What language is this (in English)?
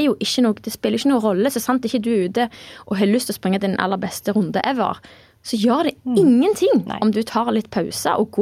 Norwegian